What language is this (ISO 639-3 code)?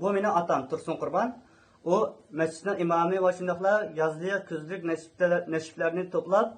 uig